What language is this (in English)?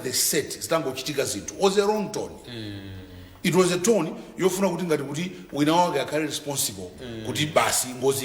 Nyanja